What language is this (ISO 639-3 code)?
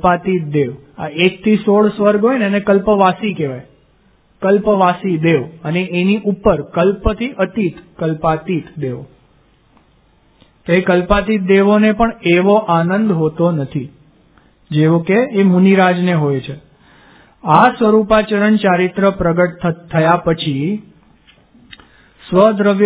guj